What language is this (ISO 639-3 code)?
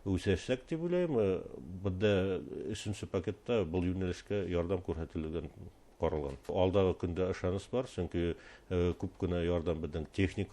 bak